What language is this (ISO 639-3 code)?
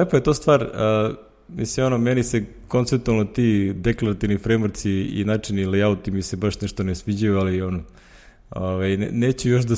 srp